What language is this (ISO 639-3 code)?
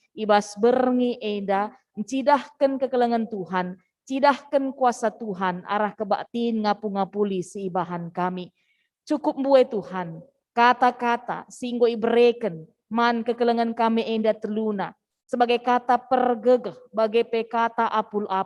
btx